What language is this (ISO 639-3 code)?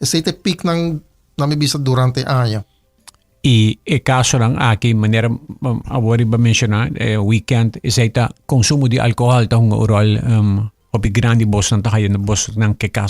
pap